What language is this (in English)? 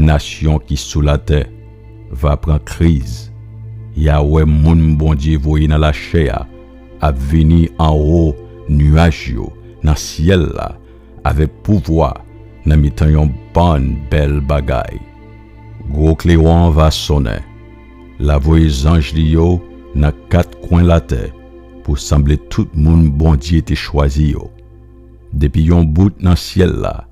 Haitian Creole